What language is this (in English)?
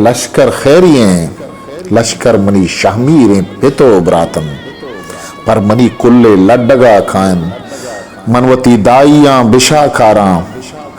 Eastern Balochi